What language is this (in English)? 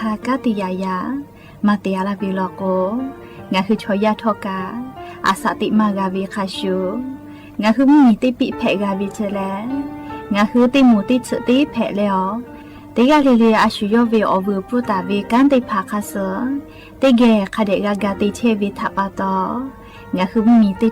Lahu